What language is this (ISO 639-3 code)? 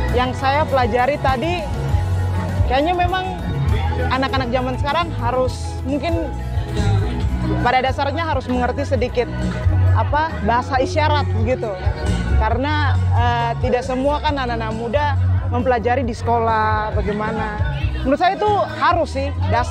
ind